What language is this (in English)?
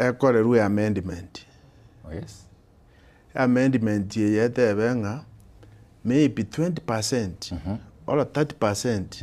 Gusii